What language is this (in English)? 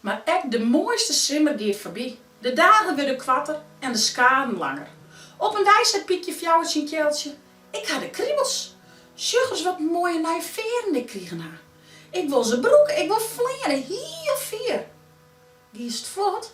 Western Frisian